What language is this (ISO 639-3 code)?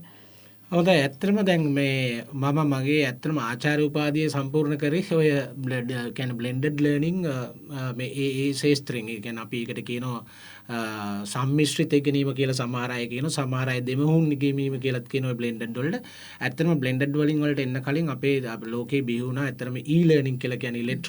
sin